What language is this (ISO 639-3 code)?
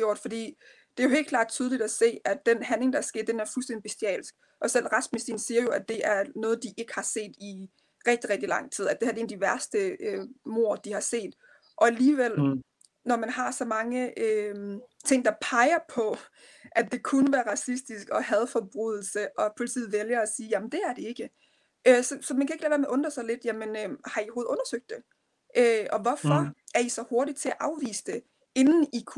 dan